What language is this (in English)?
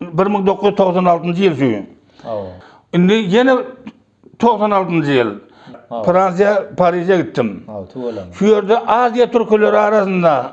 Turkmen